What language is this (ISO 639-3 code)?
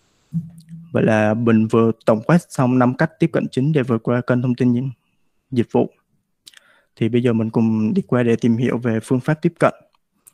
vie